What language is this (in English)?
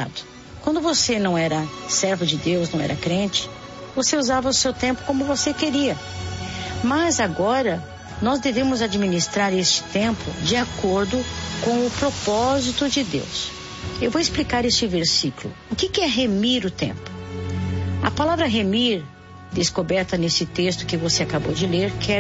Portuguese